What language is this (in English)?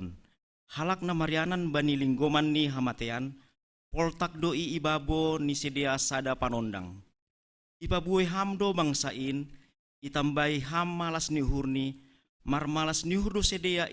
Batak Simalungun